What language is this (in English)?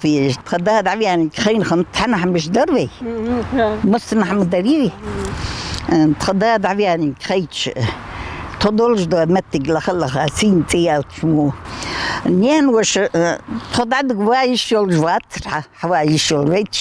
Ingush